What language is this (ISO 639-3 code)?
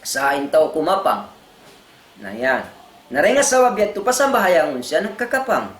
tsg